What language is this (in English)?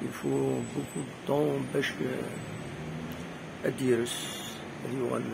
Kabyle